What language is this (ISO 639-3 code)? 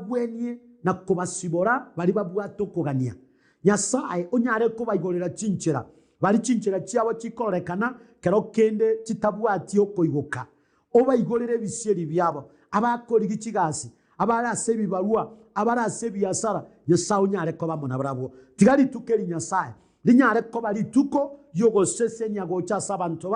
guz